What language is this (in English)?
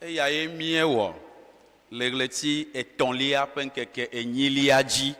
Ewe